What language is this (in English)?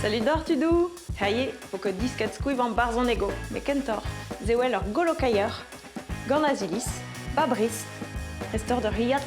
Breton